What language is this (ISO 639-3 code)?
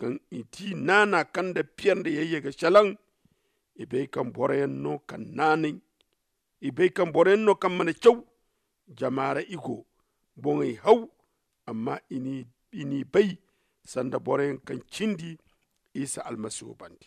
dje